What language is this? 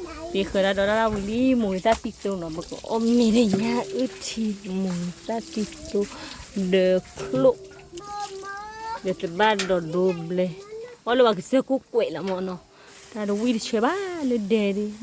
S'gaw Karen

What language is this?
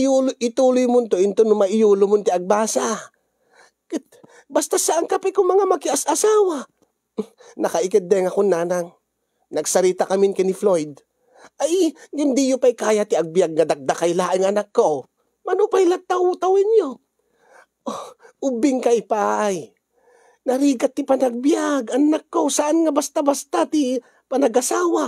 Iloko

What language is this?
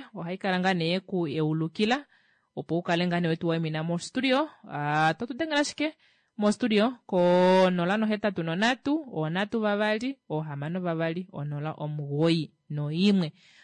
Kuanyama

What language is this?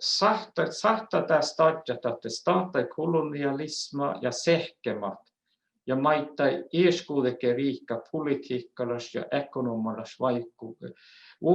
Northern Sami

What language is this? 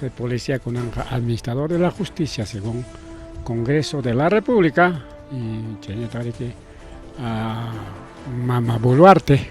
Ayacucho Quechua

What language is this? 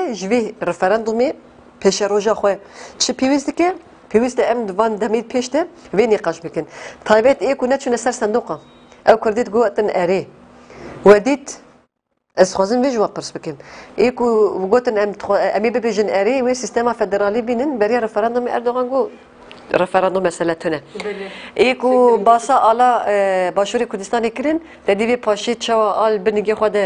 Kurdish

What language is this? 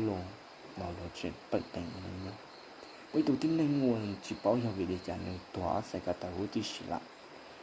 Hmong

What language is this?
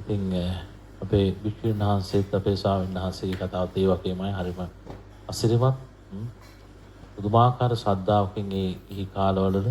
Sinhala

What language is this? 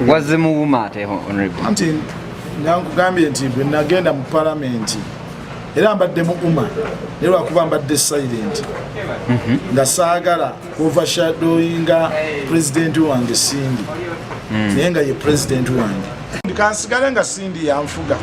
Ganda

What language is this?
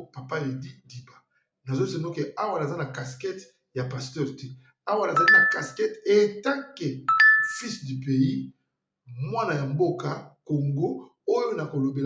Lingala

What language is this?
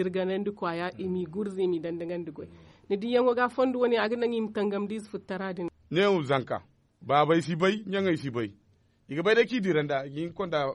Zarma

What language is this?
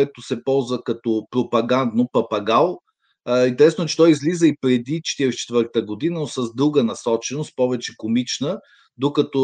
Bulgarian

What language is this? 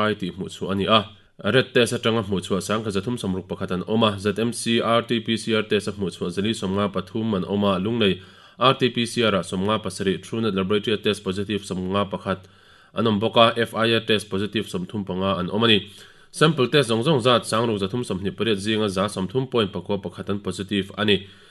Mizo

